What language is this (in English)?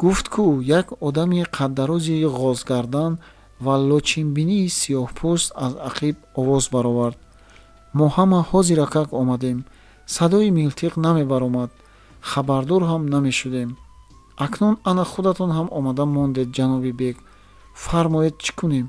Tajik